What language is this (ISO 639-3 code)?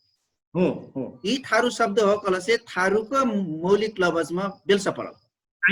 thl